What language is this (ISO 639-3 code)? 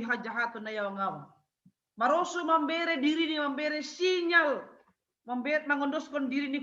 bts